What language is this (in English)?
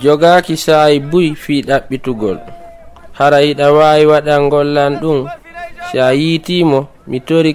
Fula